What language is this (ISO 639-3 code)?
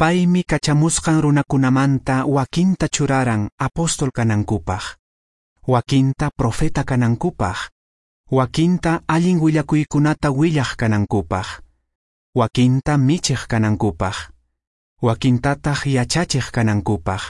que